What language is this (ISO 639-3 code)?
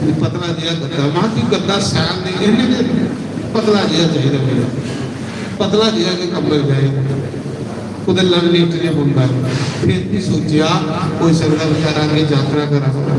doi